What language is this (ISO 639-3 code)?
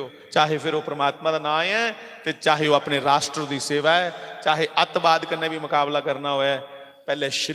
doi